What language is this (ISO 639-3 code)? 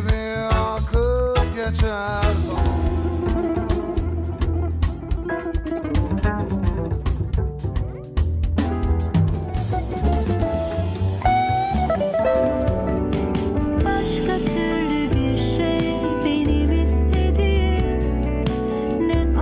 tur